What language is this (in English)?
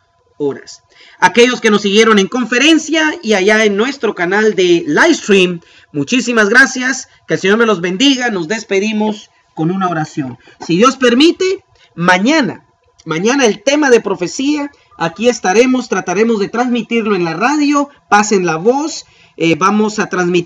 Spanish